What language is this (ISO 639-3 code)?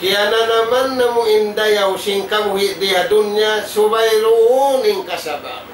tsg